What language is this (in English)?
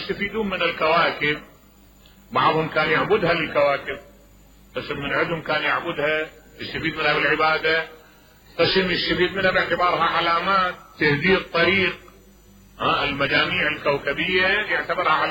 Mesopotamian Arabic